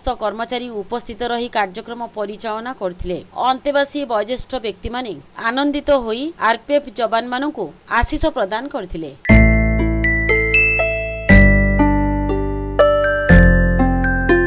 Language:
Odia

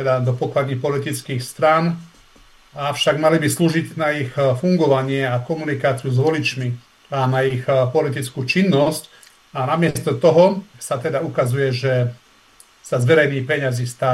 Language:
Slovak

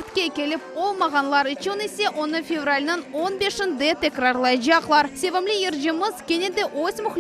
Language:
Crimean Tatar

